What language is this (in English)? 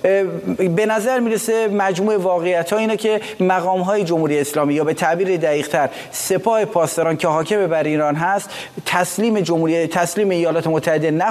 Persian